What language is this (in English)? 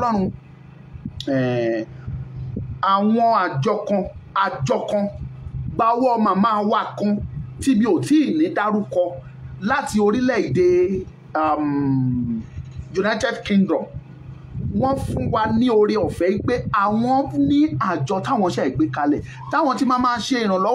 Yoruba